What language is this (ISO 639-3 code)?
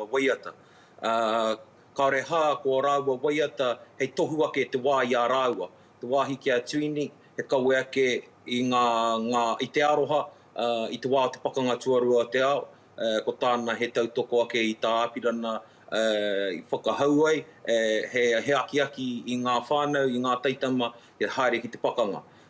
mri